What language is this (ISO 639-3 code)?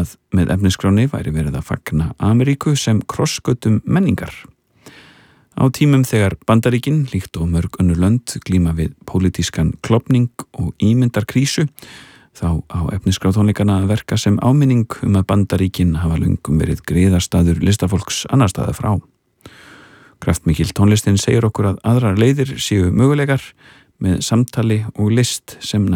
isl